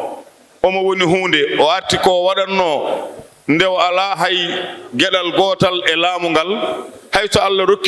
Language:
Fula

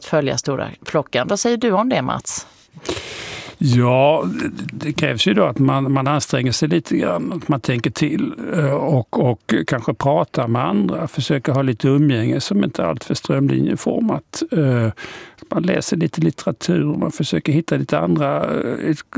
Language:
Swedish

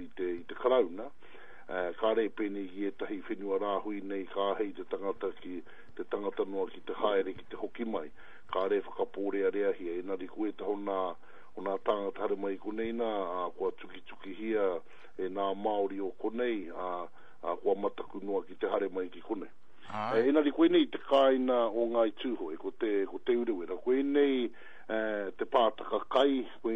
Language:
Māori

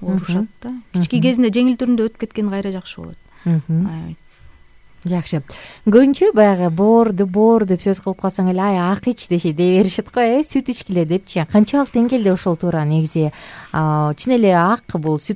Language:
Kyrgyz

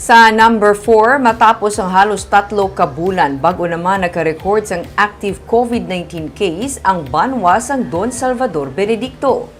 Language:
Hiligaynon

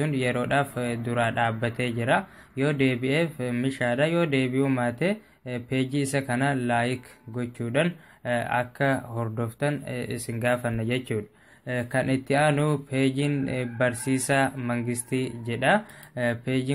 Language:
Oromo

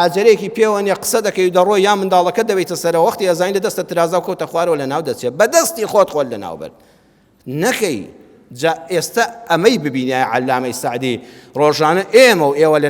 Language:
Central Kurdish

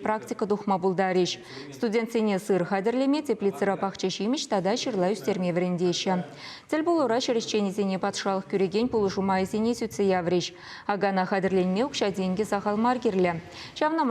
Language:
Chuvash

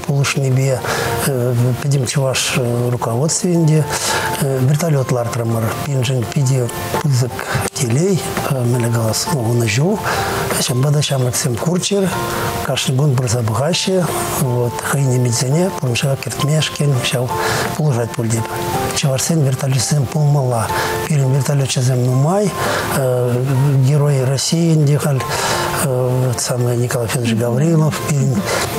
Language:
Chuvash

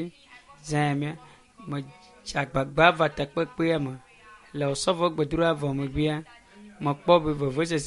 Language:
Ewe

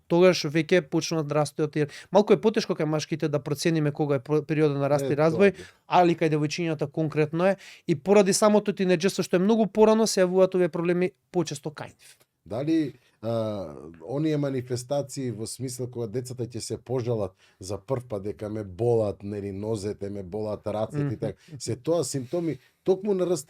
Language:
Macedonian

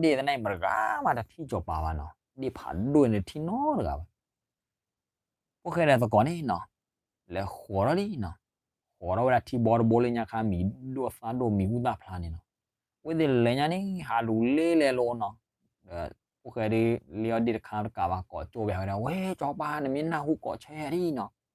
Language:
S'gaw Karen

